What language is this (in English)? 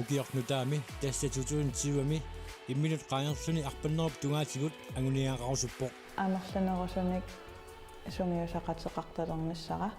Kalaallisut